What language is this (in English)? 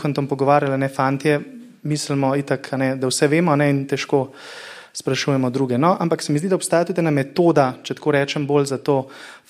Slovenian